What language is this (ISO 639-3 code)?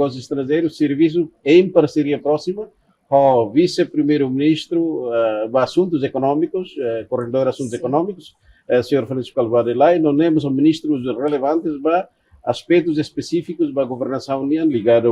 tet